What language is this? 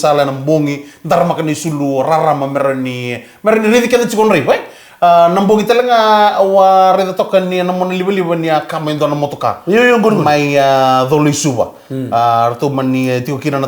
Fijian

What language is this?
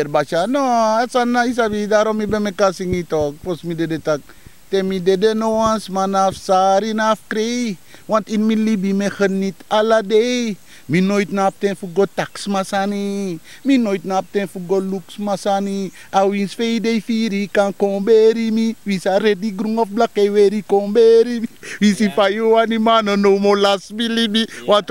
Sranan Tongo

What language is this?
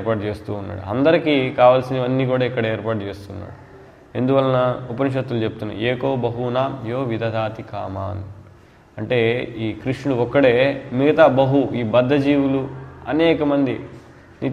Telugu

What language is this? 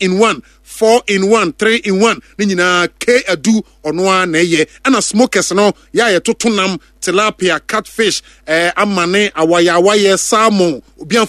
Akan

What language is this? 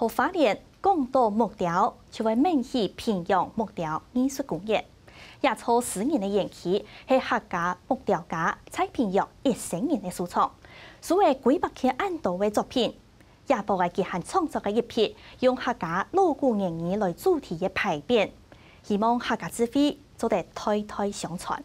Hakka Chinese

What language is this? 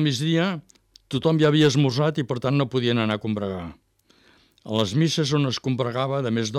Catalan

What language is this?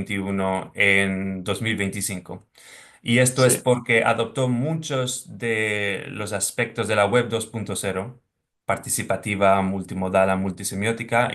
Ladino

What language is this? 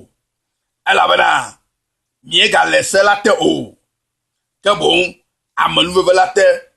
Ewe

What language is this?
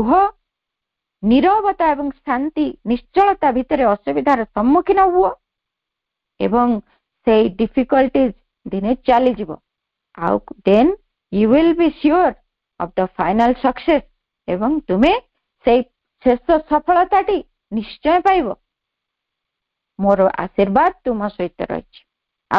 Odia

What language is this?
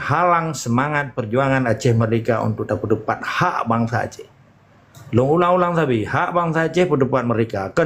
Achinese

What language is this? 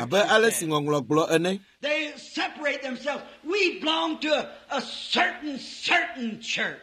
Ewe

